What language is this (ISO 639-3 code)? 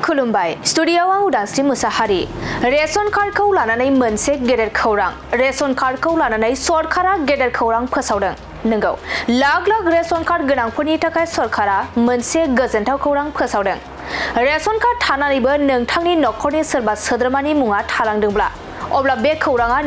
brx